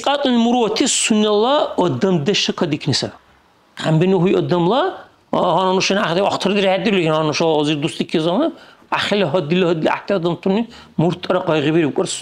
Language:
Dargwa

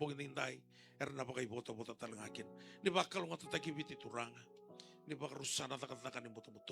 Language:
Fijian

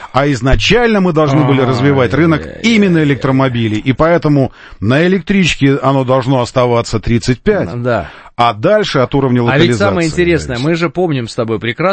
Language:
Russian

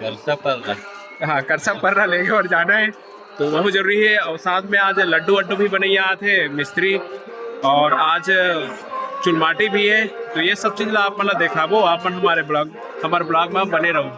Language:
Chhattisgarhi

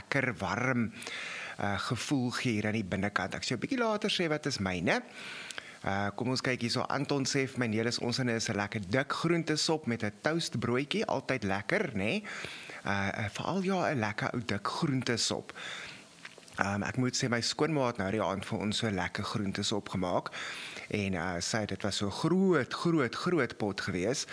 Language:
Afrikaans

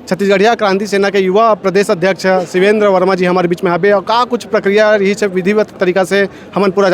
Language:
Chhattisgarhi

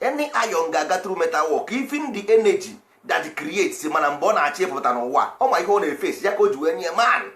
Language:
Igbo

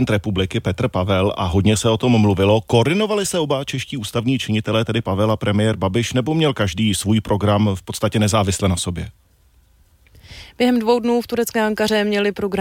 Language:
Czech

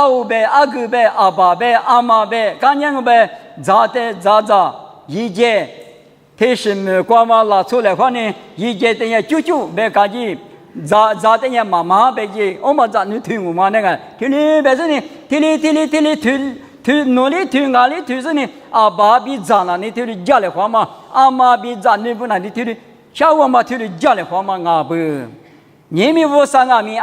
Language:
Lisu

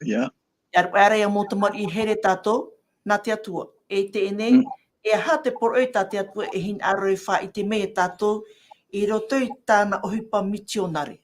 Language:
Tahitian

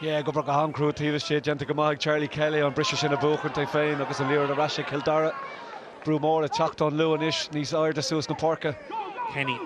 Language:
Irish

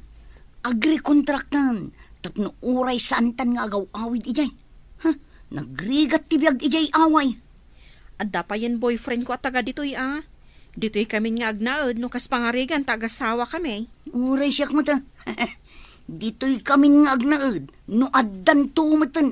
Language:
Iloko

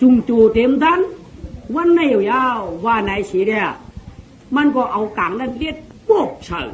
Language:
Shan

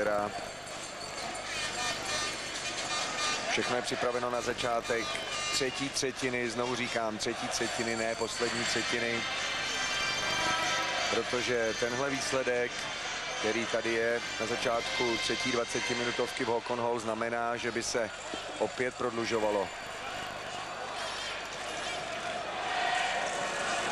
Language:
Czech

